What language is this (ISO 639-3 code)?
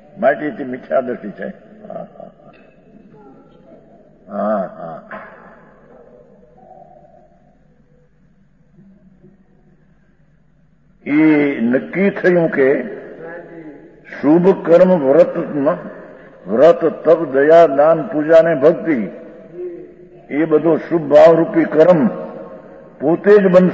guj